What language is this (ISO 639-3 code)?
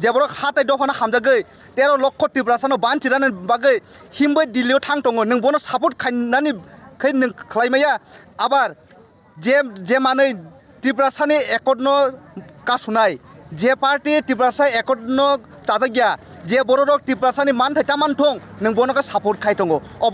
trp